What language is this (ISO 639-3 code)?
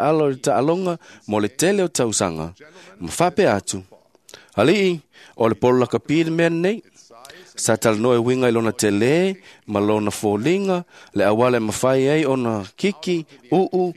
smo